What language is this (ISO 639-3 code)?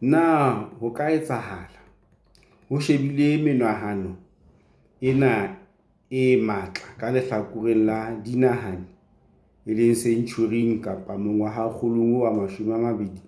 sot